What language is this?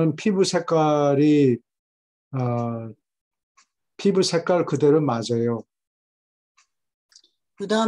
Korean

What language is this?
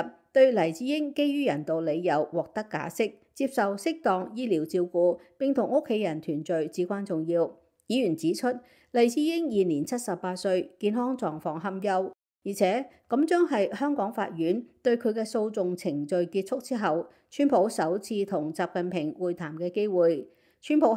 Cantonese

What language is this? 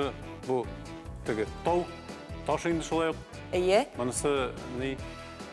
Tatar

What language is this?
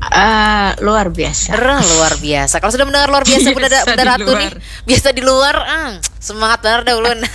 Banjar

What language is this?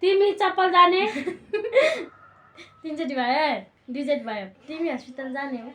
Nepali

